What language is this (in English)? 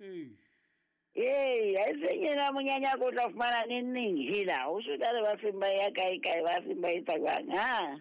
Southern Sotho